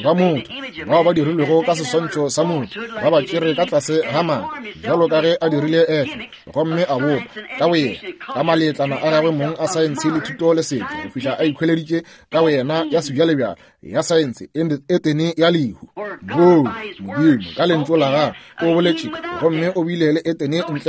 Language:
Northern Sotho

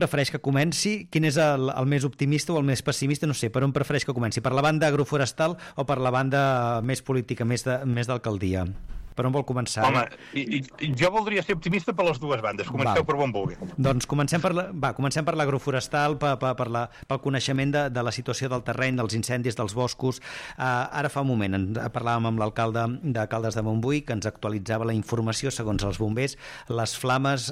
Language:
Catalan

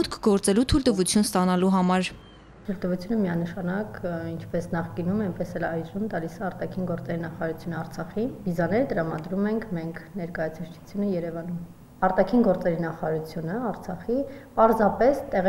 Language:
Armenian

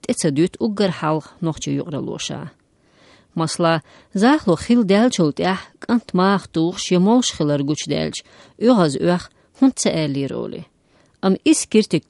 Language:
Chechen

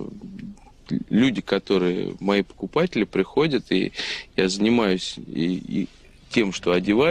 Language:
Russian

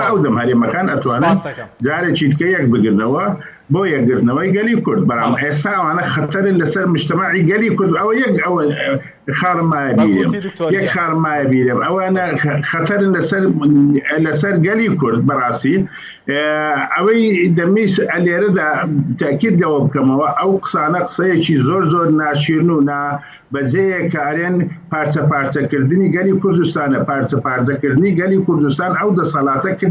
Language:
Central Kurdish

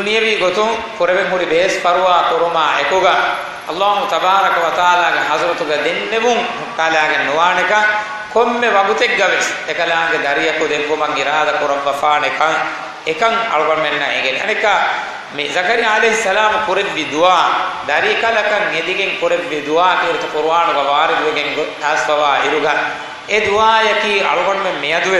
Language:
Divehi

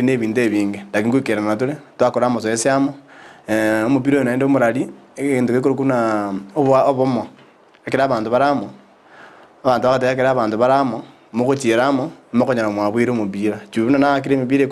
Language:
Gusii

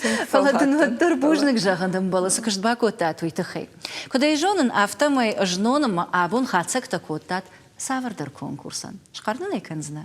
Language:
Ossetic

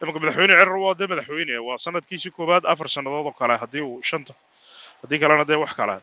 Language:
Somali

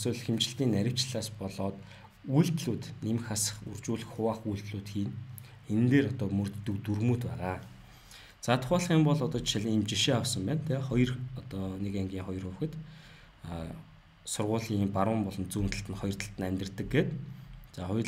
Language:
Mongolian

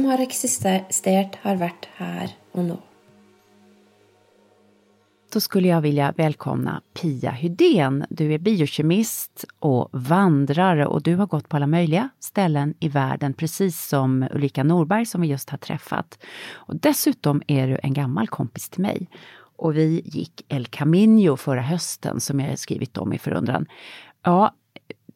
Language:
Swedish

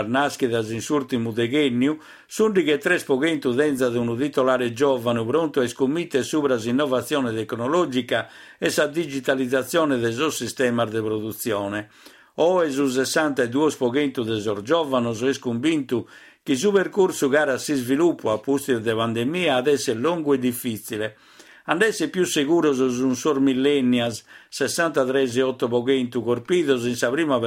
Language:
Sardinian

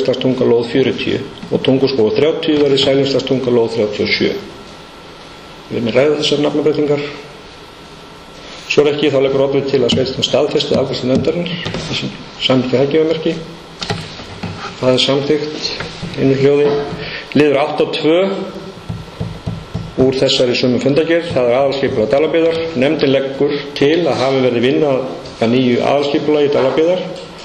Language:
Icelandic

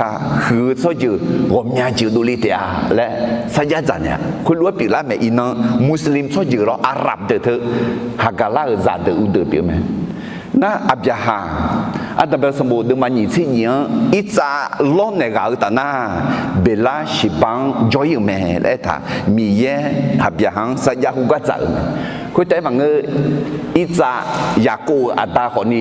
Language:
Akha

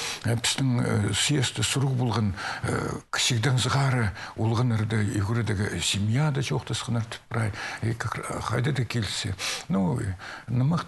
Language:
Khakas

